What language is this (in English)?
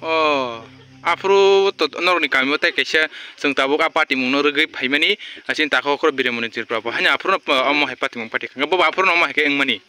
Kok Borok